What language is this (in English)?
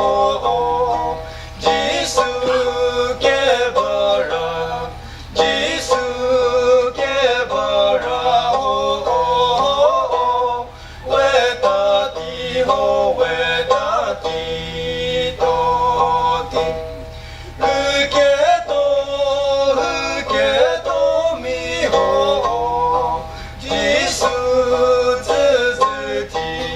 Chokri Naga